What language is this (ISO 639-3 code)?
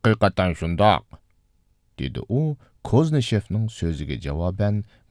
uig